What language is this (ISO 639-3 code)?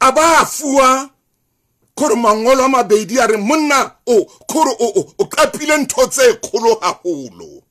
sot